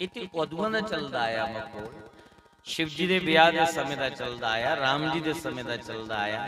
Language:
Dogri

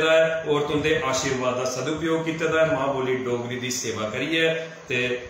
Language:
Dogri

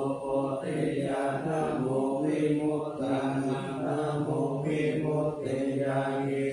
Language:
Pali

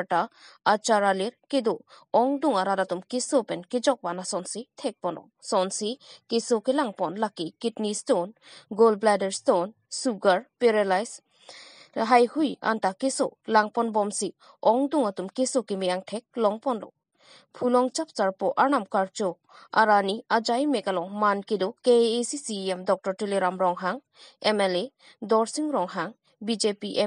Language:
Karbi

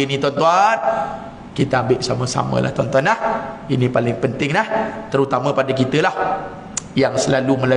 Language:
Malay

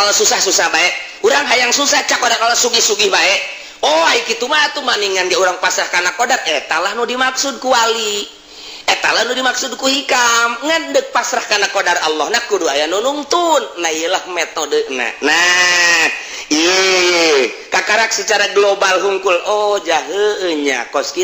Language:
Sundanese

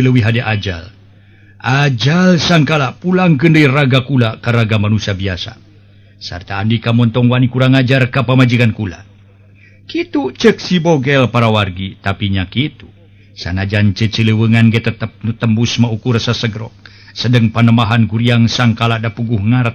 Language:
Sundanese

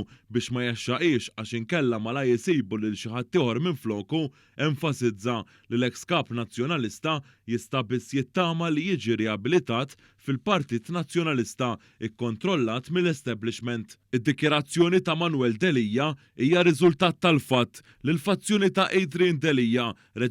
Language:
Maltese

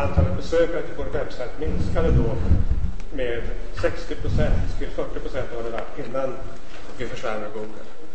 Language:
Swedish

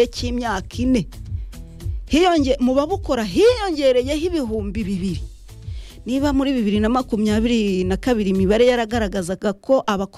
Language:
Kinyarwanda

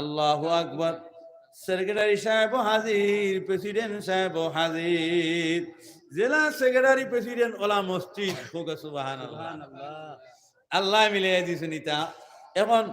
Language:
Sylheti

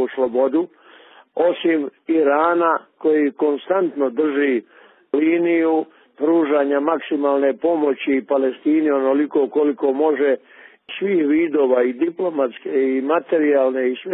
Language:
Bosnian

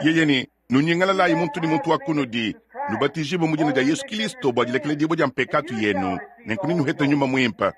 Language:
Luba-Lulua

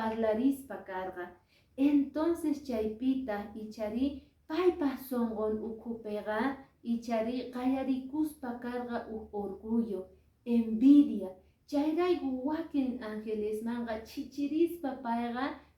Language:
Quechua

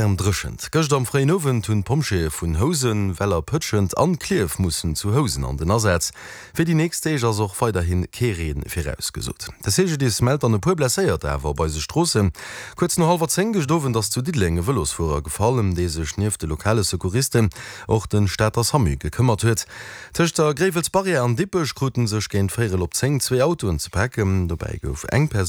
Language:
Luxembourgish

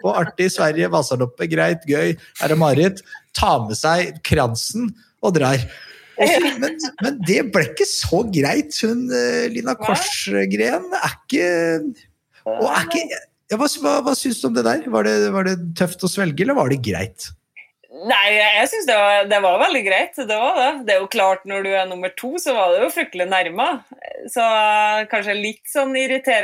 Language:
Norwegian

